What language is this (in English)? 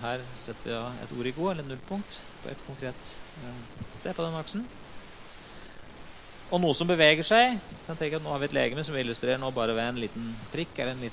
Norwegian